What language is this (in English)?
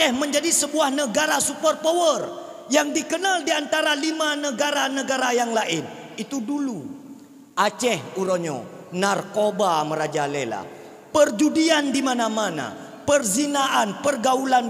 Achinese